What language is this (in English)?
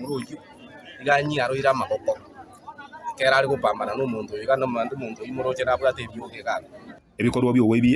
Gusii